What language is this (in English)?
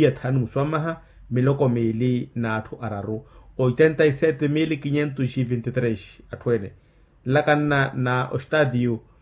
Makhuwa